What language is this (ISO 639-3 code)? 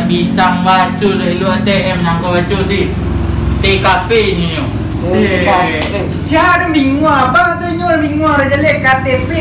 min